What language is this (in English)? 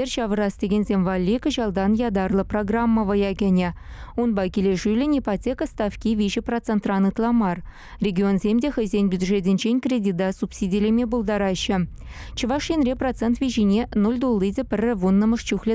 Chuvash